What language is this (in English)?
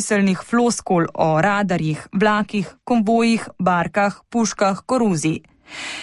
Slovenian